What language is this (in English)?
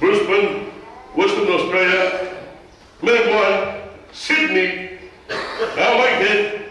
Tongan